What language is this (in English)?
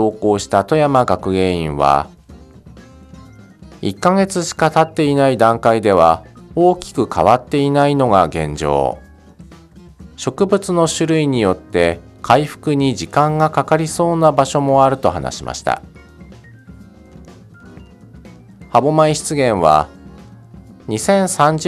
Japanese